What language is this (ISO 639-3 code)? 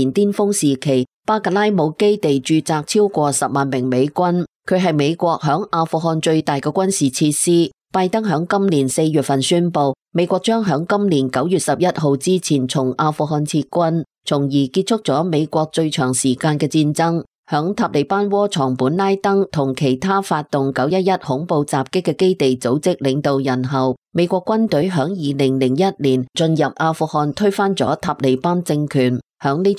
yue